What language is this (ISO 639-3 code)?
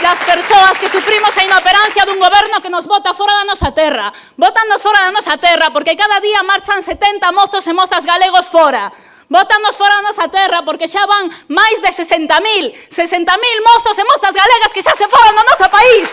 glg